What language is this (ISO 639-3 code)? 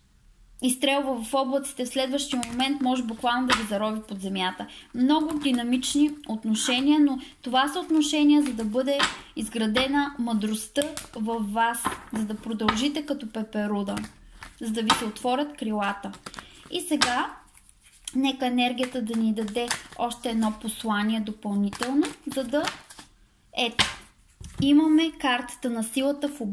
bul